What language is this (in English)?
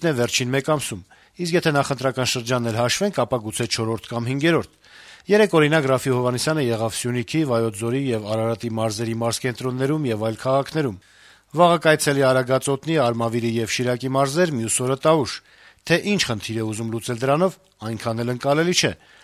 Armenian